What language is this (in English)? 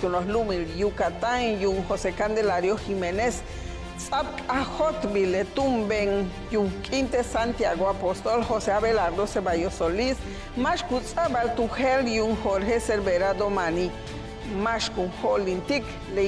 Yucateco